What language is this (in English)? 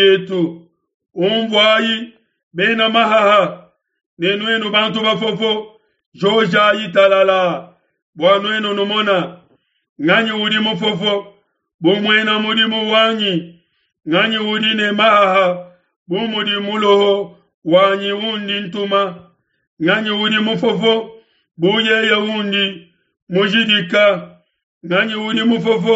Luba-Lulua